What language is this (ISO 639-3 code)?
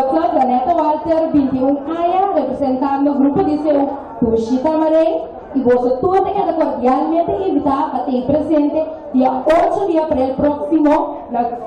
pap